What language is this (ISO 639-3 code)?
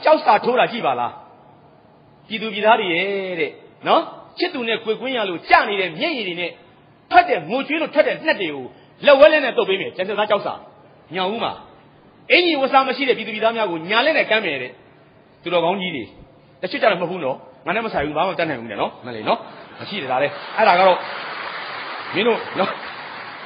mya